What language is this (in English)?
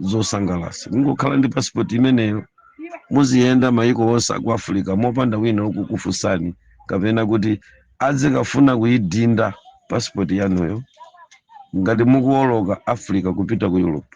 Nyanja